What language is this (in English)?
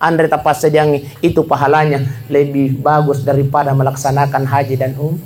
Buginese